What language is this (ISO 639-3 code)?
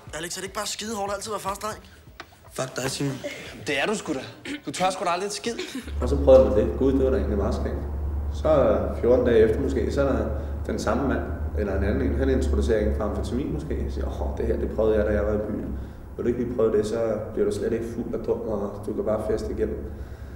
dan